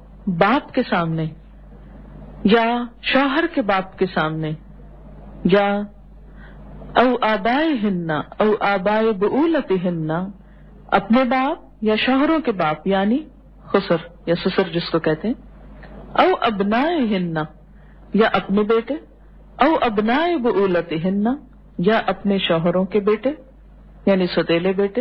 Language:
Urdu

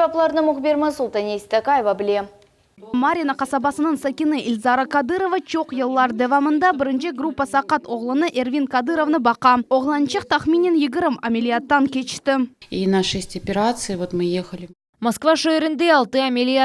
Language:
Crimean Tatar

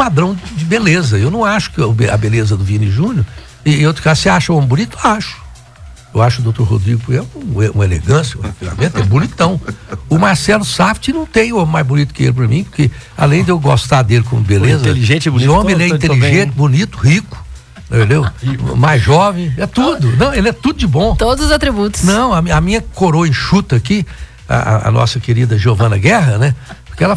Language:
Portuguese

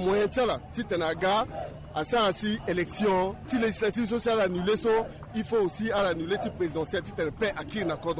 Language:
Sango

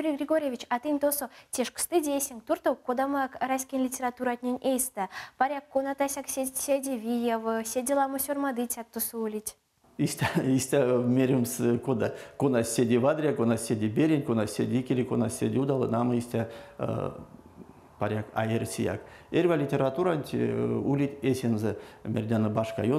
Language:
Erzya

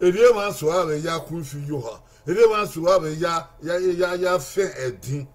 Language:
Bini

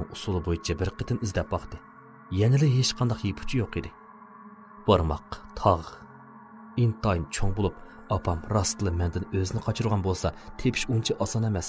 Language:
Uyghur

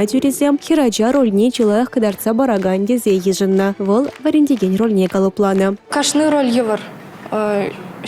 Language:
Chuvash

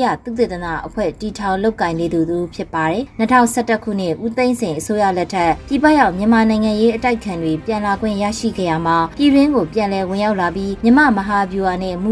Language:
Burmese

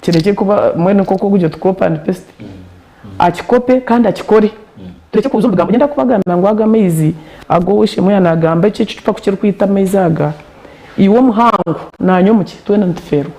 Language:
Nyankole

